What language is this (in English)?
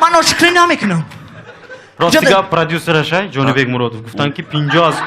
Tajik